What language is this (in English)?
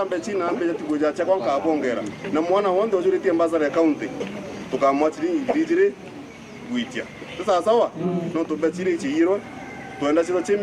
Meru